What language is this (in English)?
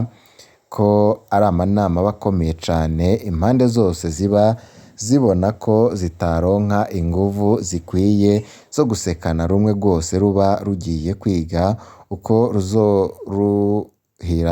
Rundi